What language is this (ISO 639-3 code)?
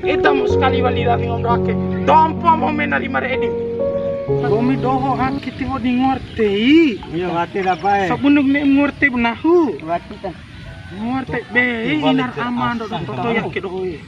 bhp